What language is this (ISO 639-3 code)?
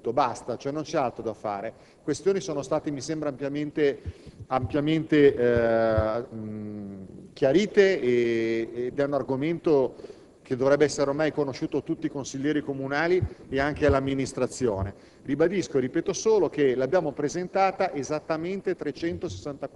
ita